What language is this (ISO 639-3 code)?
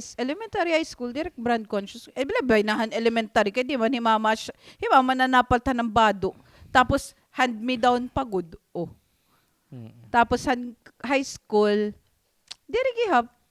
war